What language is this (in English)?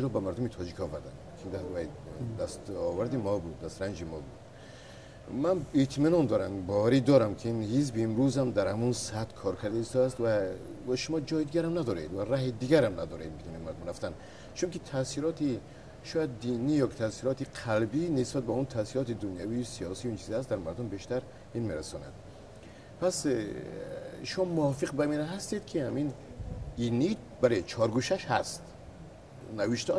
Tajik